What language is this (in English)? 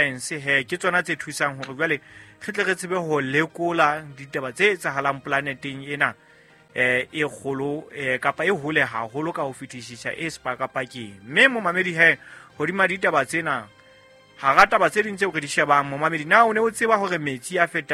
Southern Sotho